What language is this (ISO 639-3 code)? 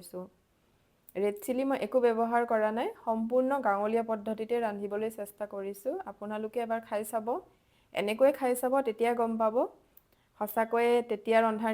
asm